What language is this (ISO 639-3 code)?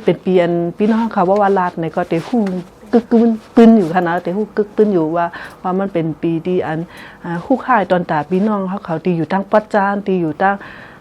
shn